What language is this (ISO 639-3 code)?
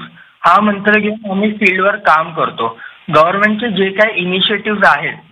mar